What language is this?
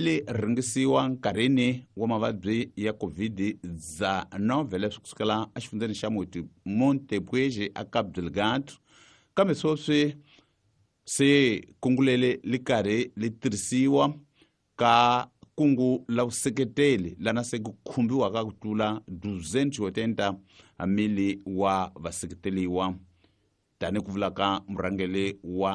Tsonga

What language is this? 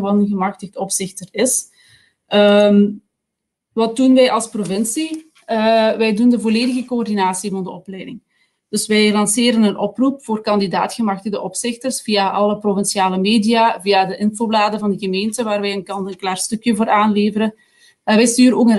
Dutch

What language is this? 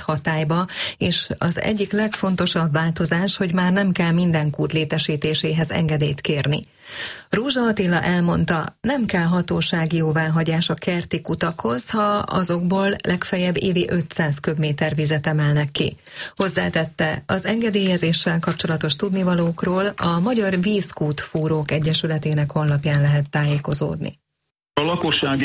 Hungarian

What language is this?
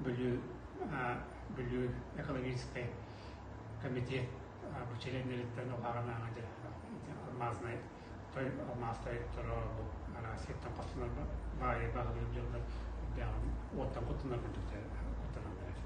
Yakut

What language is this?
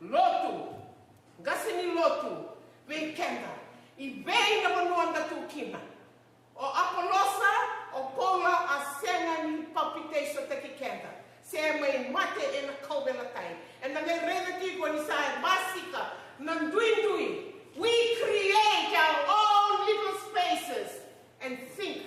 Fijian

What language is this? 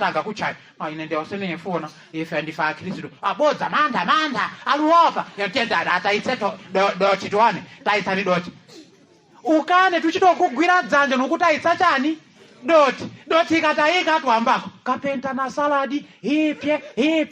Nyanja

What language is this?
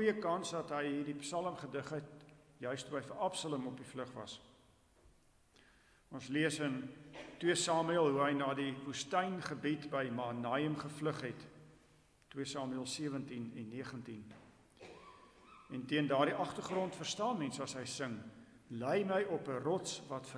Afrikaans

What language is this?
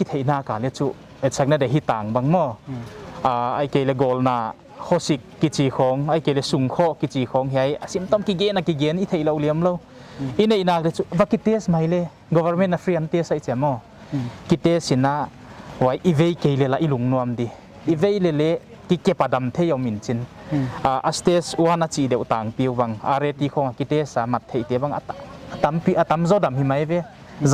Paite Chin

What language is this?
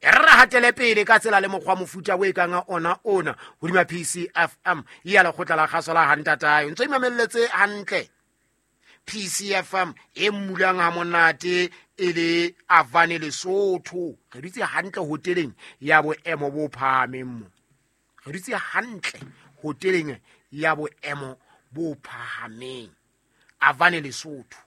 Southern Sotho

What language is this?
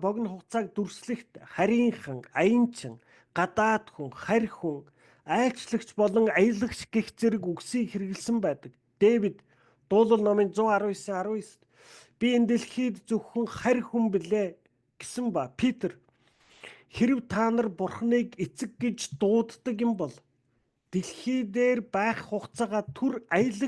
Mongolian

